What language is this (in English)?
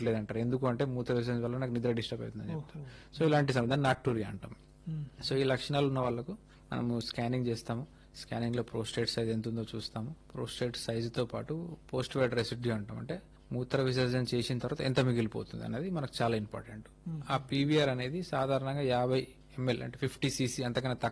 Telugu